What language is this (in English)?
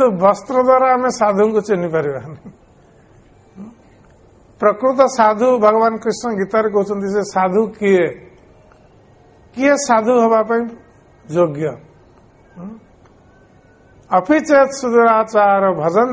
Odia